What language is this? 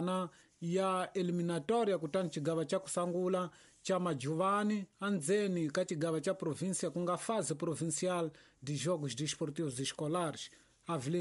Tsonga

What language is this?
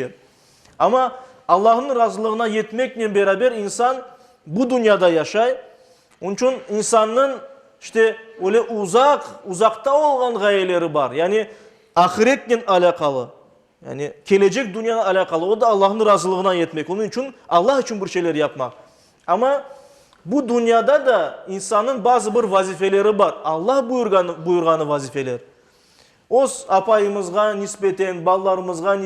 Crimean Tatar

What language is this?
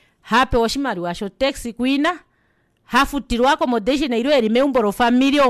Kuanyama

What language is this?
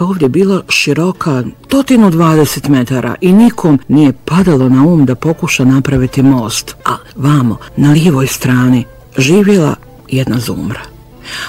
Bosnian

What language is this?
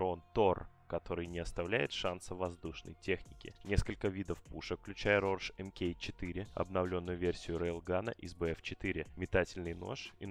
Russian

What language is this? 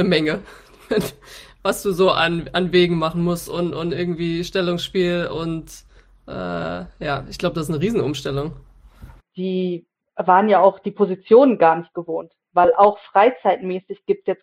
German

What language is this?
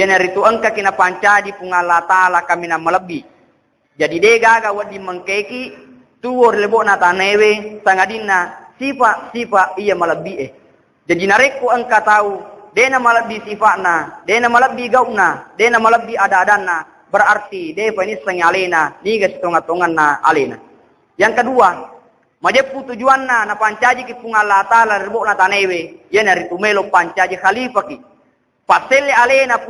Buginese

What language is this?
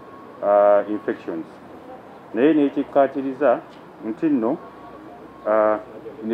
Ganda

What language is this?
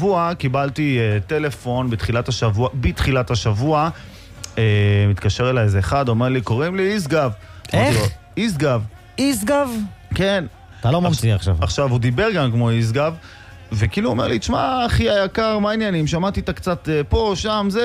Hebrew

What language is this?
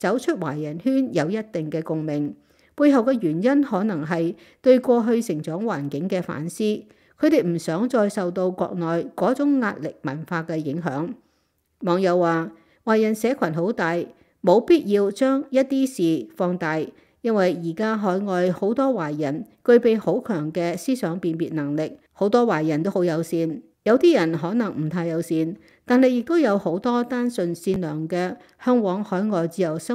Cantonese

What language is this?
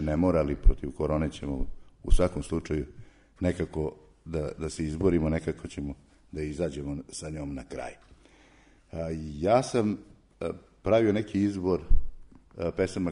Serbian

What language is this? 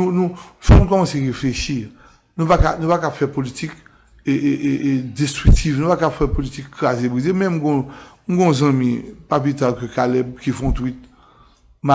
Haitian Creole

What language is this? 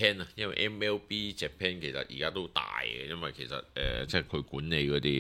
Cantonese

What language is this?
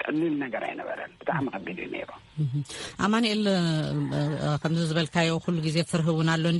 Tigrinya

